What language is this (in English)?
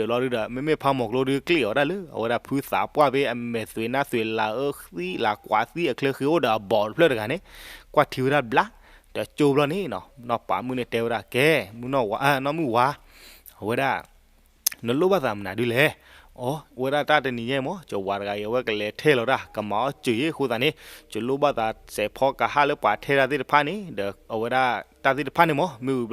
S'gaw Karen